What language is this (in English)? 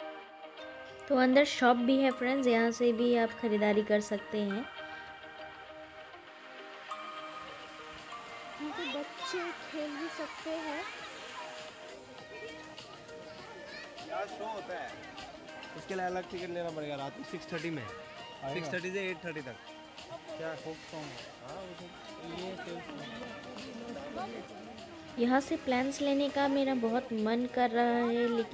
Hindi